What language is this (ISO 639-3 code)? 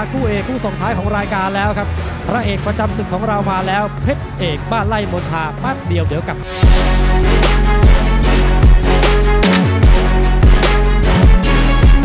tha